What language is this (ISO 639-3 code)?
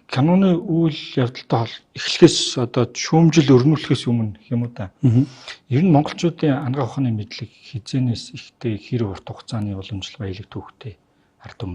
mon